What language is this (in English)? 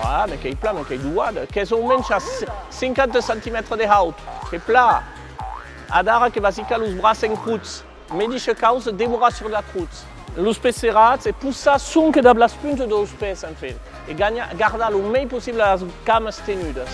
Occitan